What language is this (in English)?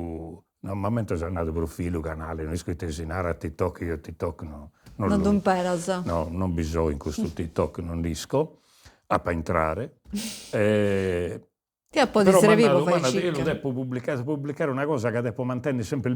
Sardinian